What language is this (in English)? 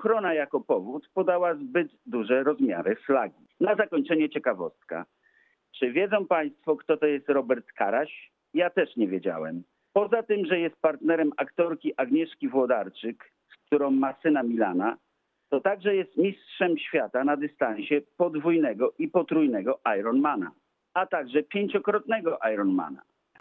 Polish